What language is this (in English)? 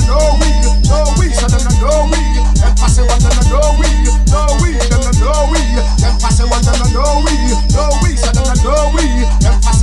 English